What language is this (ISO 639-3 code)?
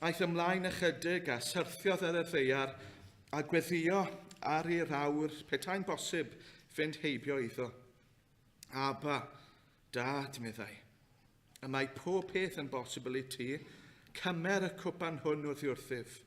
cym